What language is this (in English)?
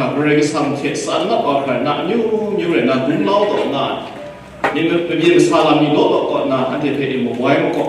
Kachin